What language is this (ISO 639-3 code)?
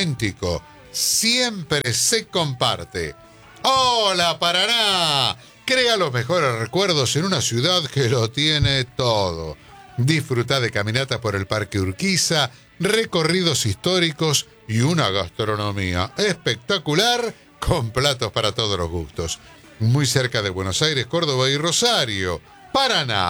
spa